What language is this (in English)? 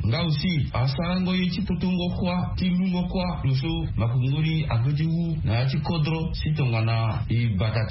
Sango